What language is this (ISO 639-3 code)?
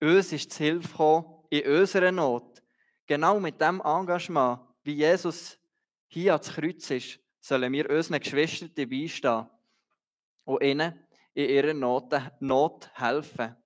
gsw